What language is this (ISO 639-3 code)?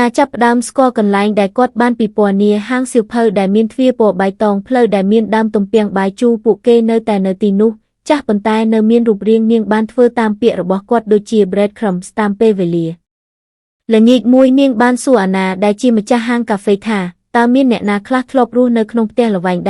khm